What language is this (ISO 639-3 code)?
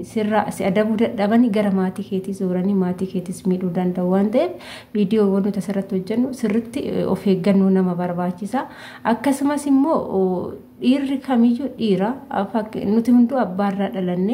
orm